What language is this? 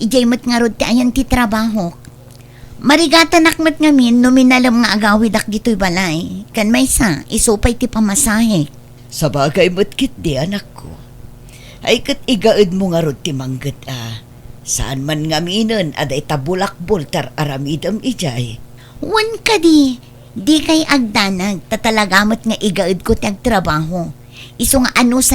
Iloko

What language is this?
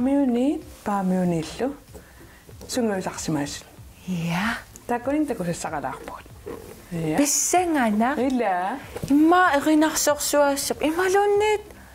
Kalaallisut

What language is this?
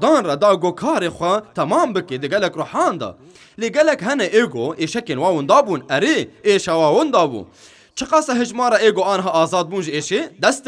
Kurdish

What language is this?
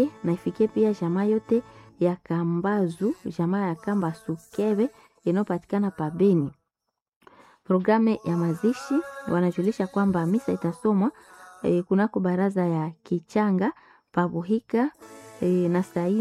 Swahili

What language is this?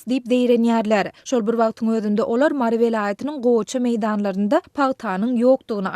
Turkmen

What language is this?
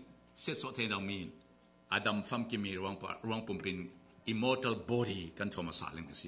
Falam Chin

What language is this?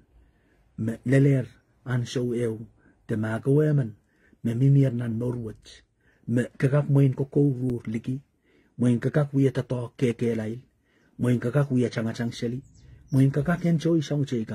Pohnpeian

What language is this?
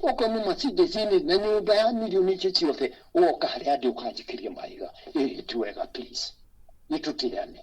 Kikuyu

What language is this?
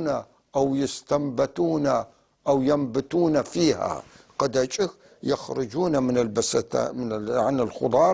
North Levantine Arabic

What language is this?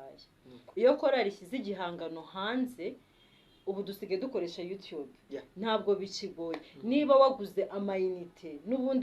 Kinyarwanda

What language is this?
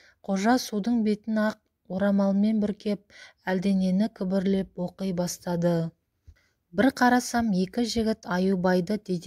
Kazakh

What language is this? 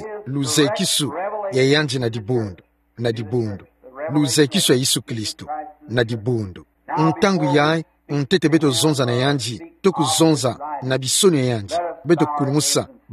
Kituba (Democratic Republic of Congo)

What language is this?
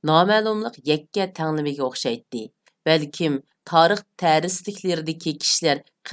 Uyghur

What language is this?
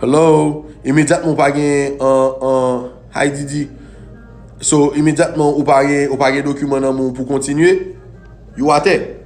Haitian Creole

